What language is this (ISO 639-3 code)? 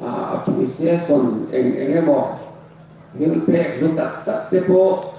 hmr